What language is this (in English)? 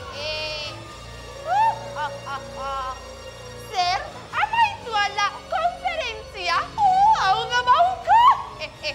Basque